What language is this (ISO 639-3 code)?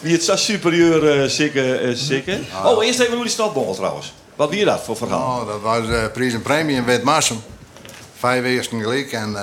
fry